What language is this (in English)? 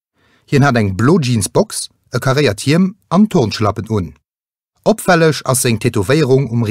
Luxembourgish